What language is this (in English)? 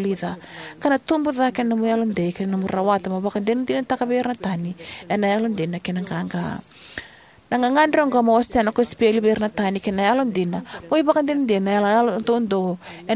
Fijian